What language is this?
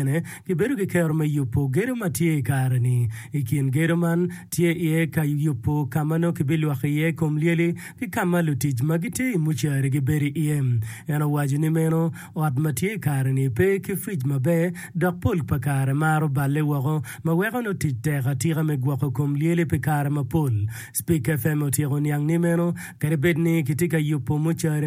Acoli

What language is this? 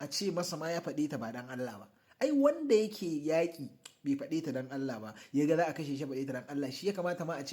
Hausa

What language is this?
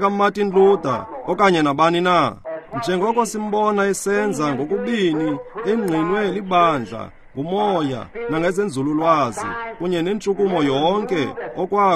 Xhosa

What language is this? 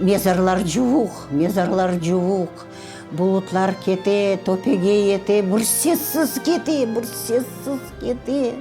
Crimean Tatar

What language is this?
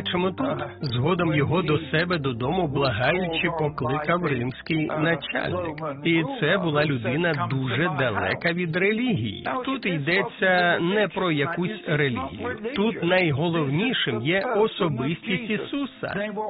Ukrainian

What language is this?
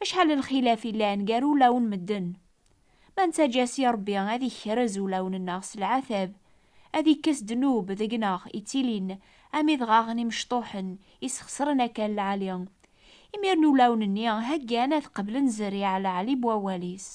Kabyle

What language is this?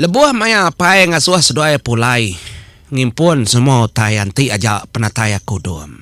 Iban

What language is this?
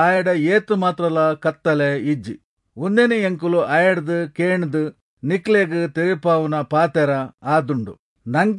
Tulu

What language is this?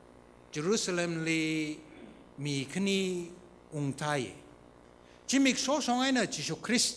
Tangkhul Naga (India)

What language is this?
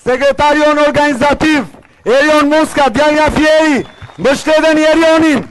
Albanian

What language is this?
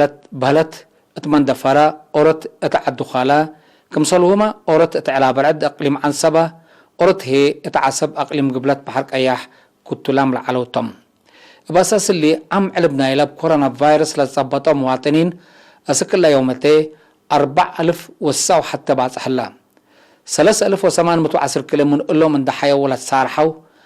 Tigre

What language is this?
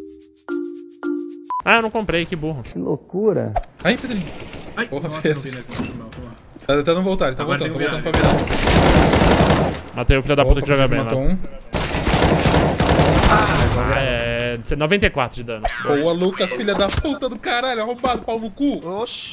Portuguese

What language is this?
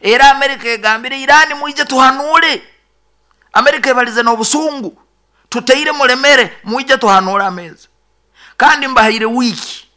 Nyoro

